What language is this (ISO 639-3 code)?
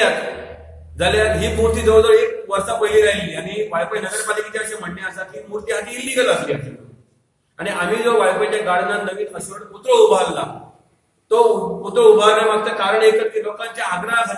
kok